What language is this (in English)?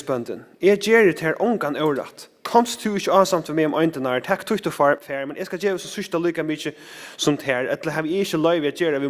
Faroese